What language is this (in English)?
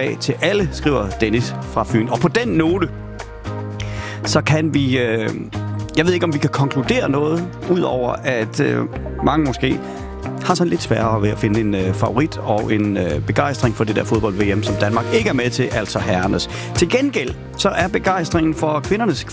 Danish